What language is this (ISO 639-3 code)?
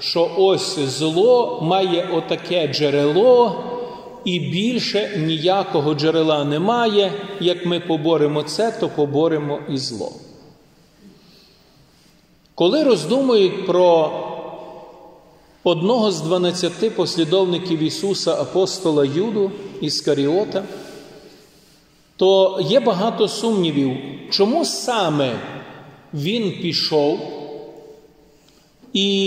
ukr